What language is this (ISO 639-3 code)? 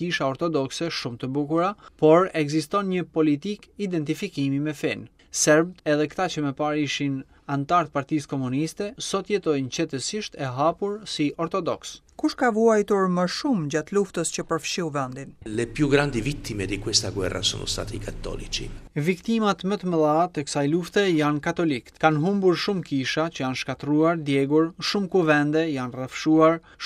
sqi